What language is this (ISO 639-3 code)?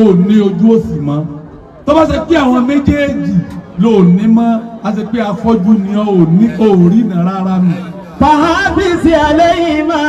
yor